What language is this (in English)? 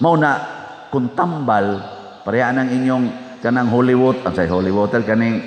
Cebuano